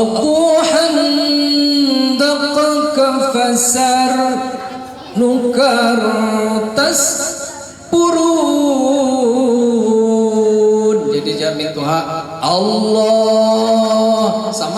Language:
Banjar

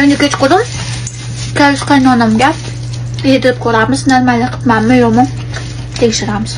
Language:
Uzbek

